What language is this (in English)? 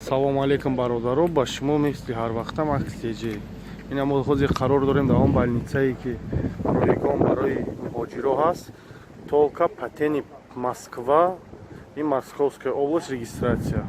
Tajik